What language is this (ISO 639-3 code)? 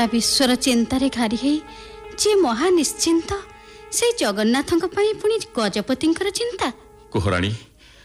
ori